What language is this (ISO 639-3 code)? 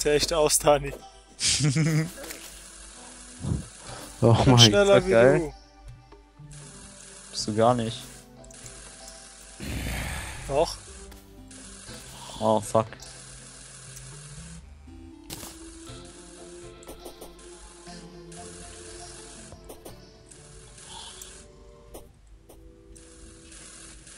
deu